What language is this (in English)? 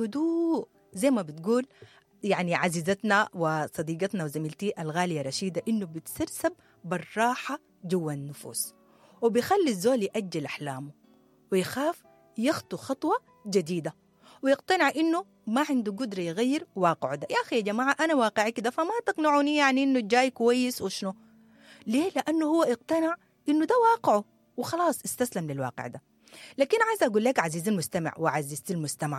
Sudanese Arabic